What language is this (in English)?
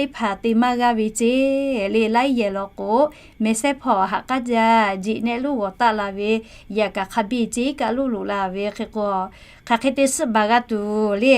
Lahu